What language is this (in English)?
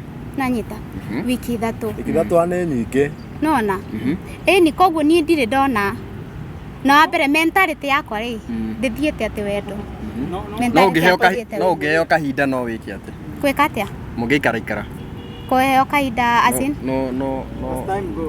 Kikuyu